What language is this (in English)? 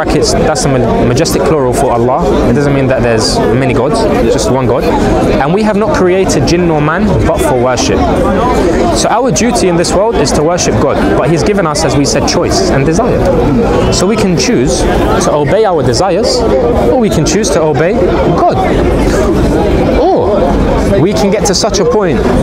English